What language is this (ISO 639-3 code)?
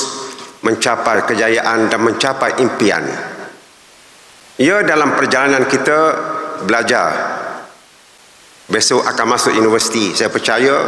msa